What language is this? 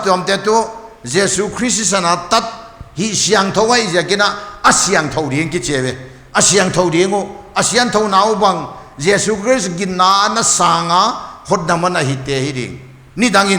Paite Chin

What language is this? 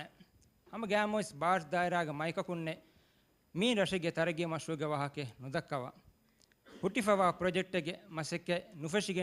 Divehi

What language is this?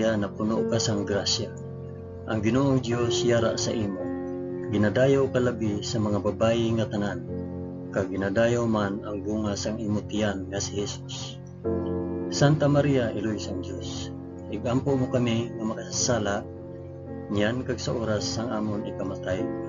Hiligaynon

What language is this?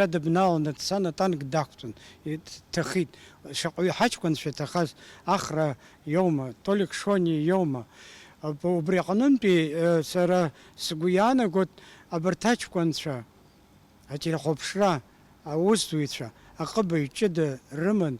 Abkhazian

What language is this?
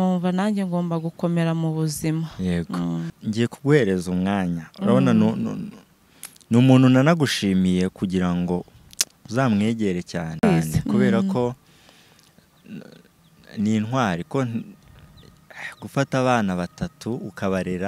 Kinyarwanda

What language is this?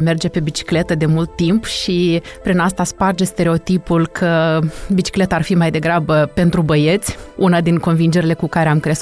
Romanian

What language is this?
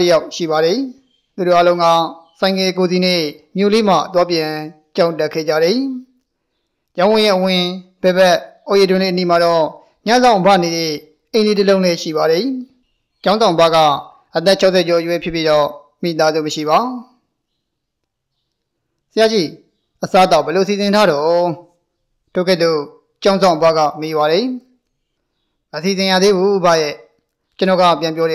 Burmese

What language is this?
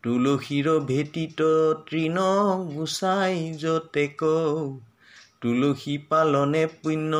Assamese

